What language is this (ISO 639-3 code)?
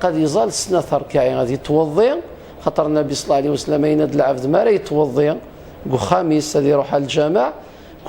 kab